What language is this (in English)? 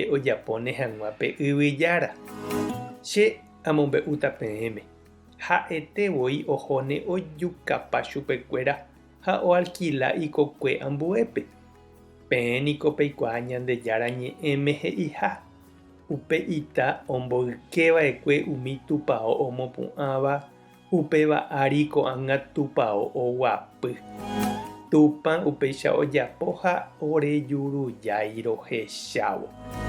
Guarani